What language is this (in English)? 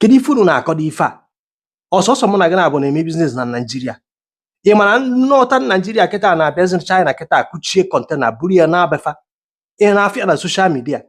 Igbo